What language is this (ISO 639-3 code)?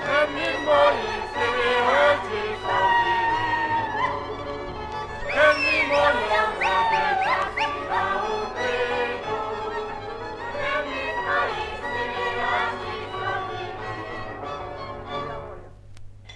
slk